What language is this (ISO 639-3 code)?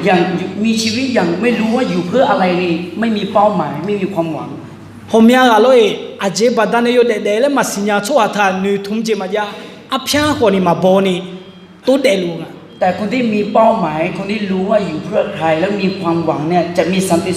ahk